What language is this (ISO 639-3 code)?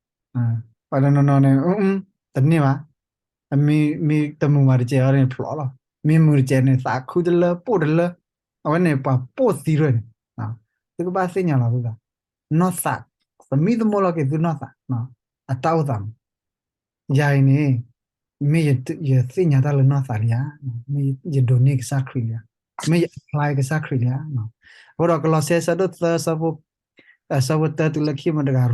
ksw